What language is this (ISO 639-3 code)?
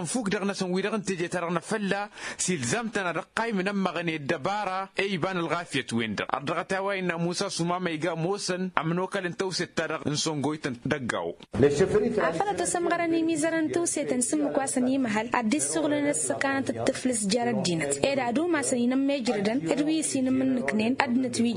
taq